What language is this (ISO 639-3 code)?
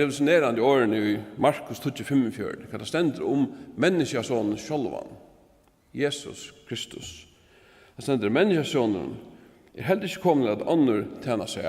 fao